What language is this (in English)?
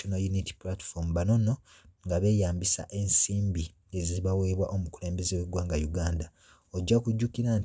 Ganda